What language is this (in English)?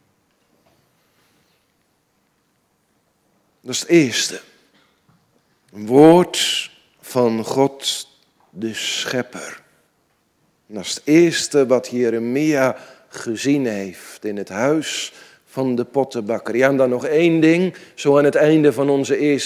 Dutch